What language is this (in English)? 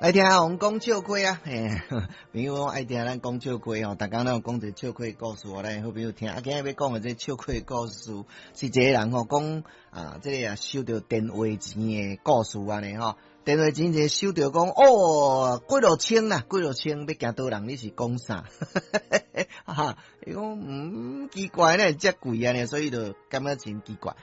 Min Nan Chinese